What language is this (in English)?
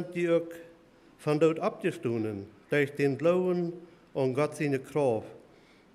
Plautdietsch